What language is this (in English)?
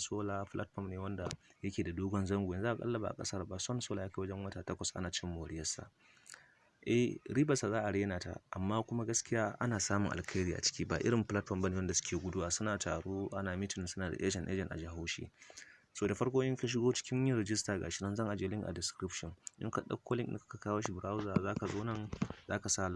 Hausa